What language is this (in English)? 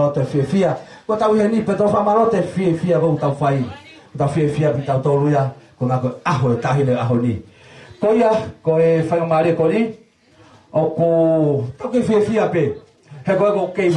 Tongan